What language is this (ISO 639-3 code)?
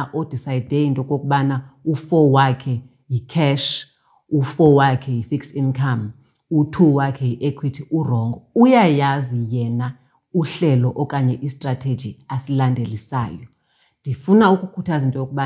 xho